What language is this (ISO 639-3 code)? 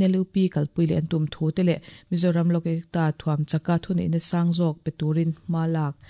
lus